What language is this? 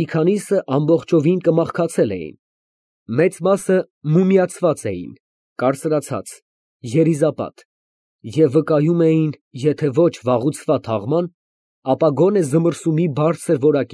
Armenian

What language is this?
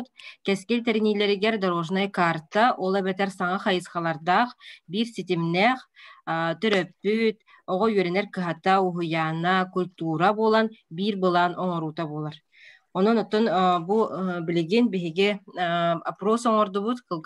Yakut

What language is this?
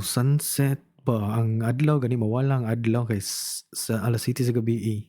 Cebuano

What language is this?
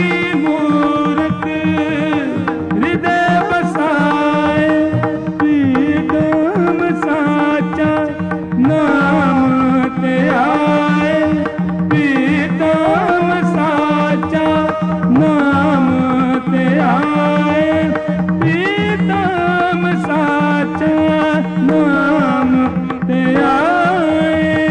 Punjabi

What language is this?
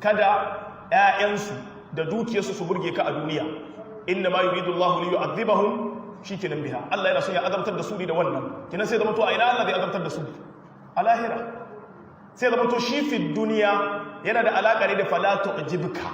Hausa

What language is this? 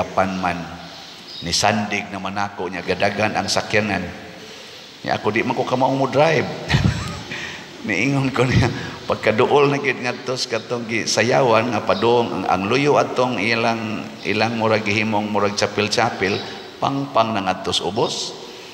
Cebuano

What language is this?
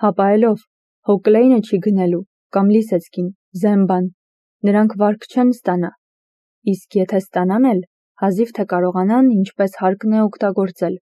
Armenian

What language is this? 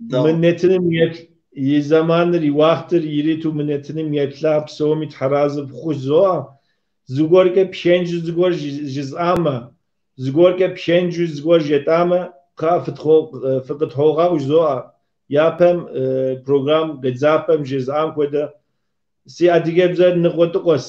Kabardian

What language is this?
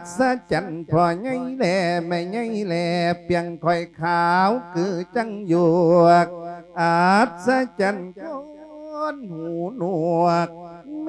Lao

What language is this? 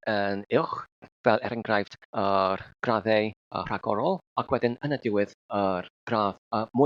Welsh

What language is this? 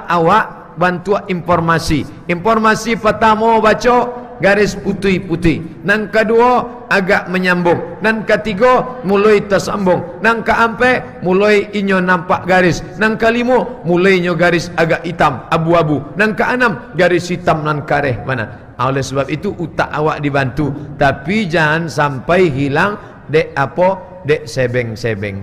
Minangkabau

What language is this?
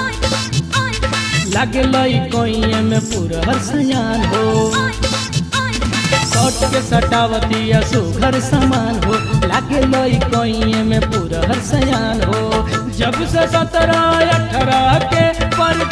Bhojpuri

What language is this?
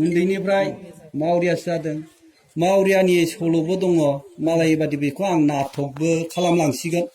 Bodo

